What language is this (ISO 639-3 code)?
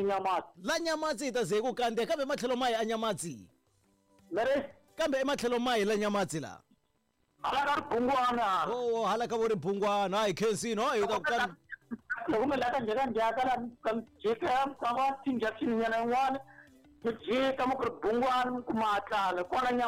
tso